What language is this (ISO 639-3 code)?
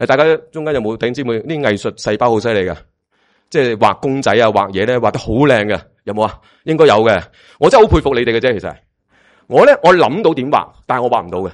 yue